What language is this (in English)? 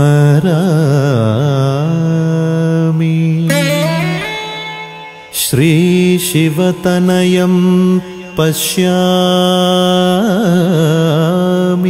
Malayalam